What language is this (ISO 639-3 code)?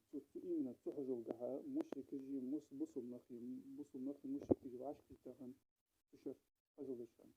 inh